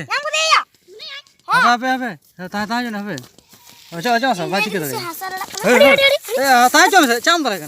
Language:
Santali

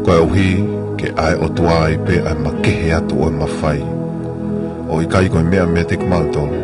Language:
Tongan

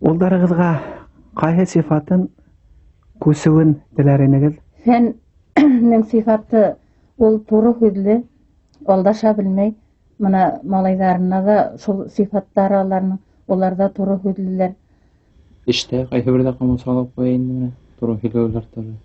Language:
Bashkir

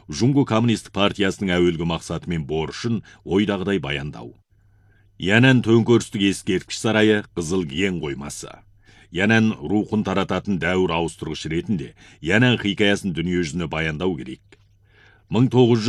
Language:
Kazakh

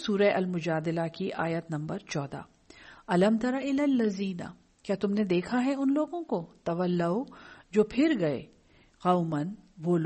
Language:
Urdu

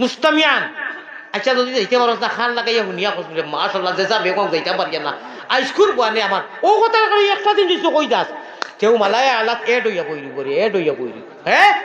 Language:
Sylheti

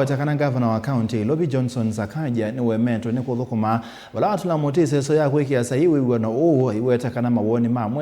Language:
Kamba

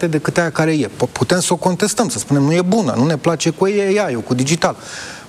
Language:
Romanian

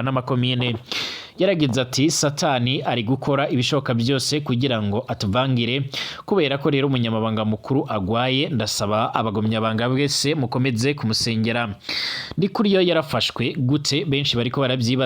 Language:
Rundi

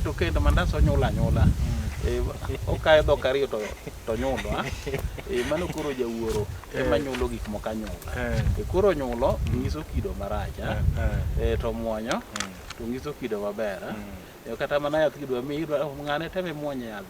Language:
Luo (Kenya and Tanzania)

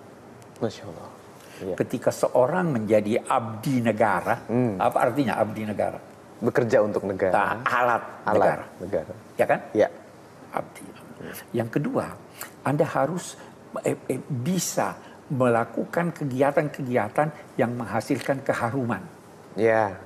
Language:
Indonesian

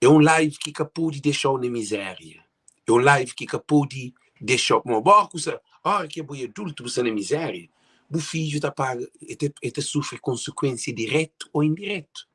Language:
Kabuverdianu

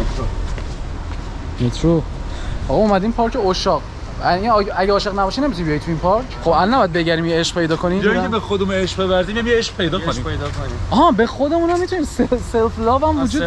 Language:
Persian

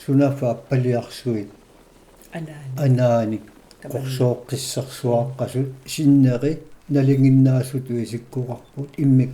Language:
Kalaallisut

